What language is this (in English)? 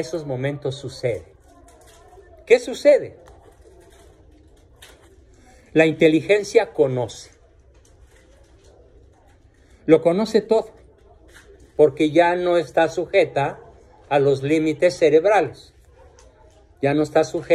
Spanish